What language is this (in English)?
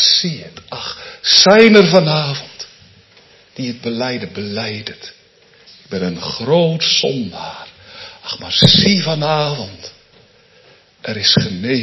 Dutch